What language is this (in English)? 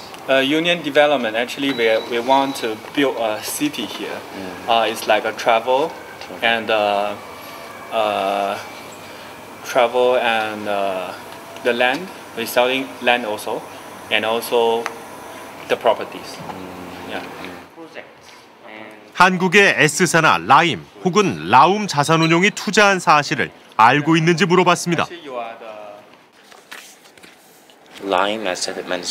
Korean